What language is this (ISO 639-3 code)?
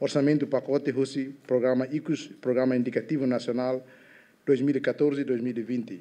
tet